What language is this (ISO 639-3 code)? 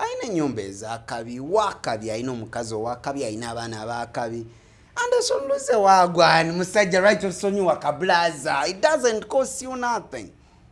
lug